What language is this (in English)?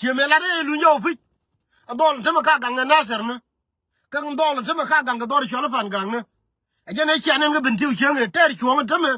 Nuer